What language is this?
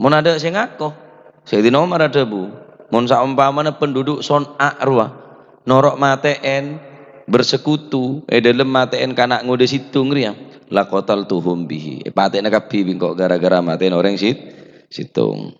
Madurese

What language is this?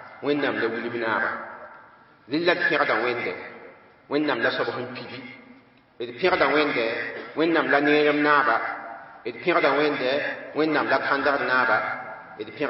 Mossi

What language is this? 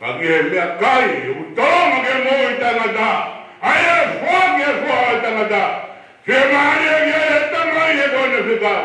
Tongan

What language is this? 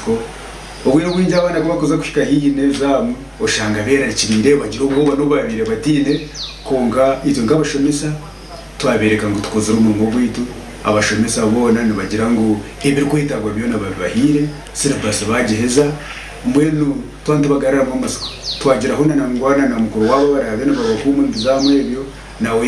Nyankole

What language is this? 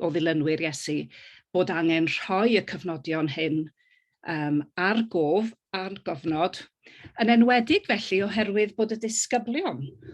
Welsh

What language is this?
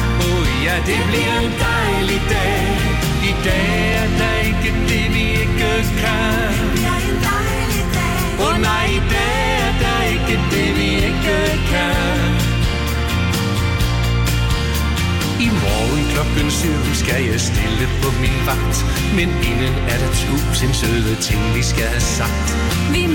Danish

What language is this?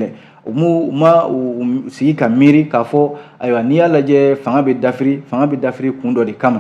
Bambara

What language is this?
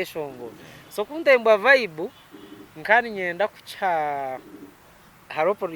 Nyankole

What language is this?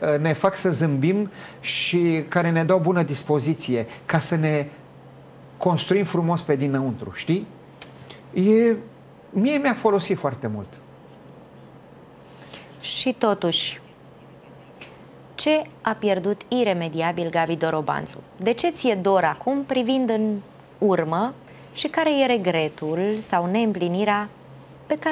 Romanian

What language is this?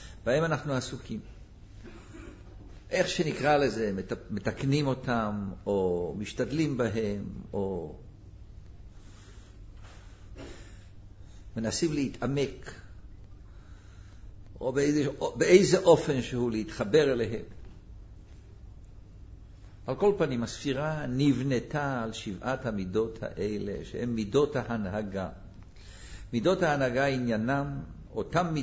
Hebrew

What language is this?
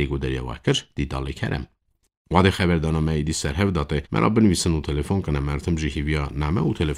Kurdish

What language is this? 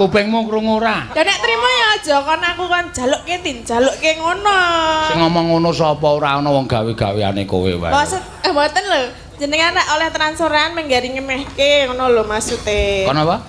Javanese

